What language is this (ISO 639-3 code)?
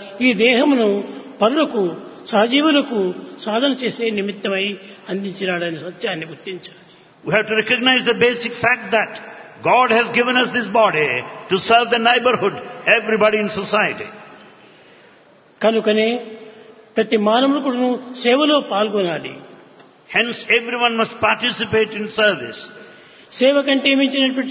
tel